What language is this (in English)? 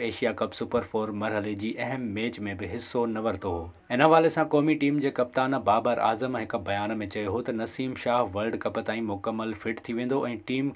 Sindhi